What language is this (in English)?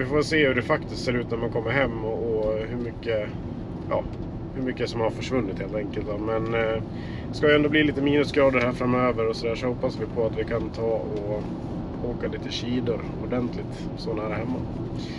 Swedish